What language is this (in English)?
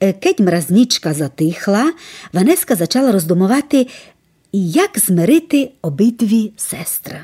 Rusyn